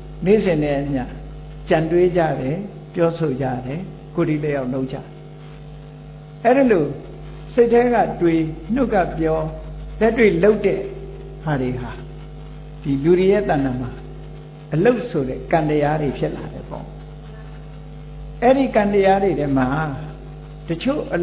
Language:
Burmese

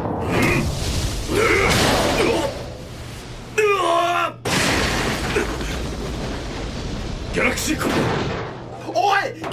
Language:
Japanese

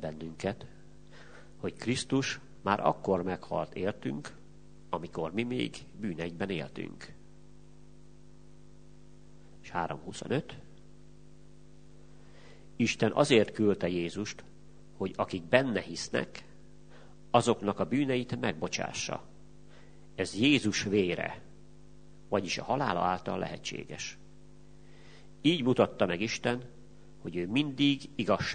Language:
Hungarian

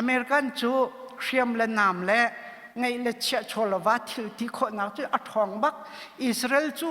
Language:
Hakha Chin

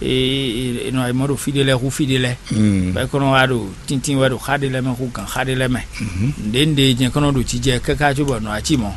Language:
Fon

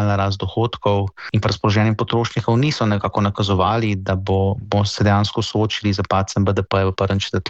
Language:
Slovenian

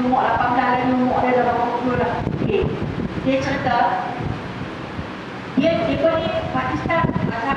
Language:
Malay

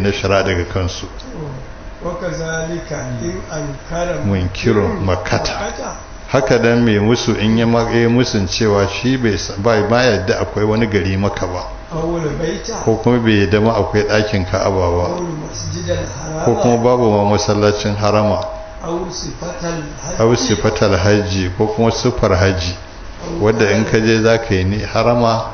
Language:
Hausa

